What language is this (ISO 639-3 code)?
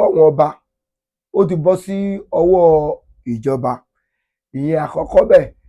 yor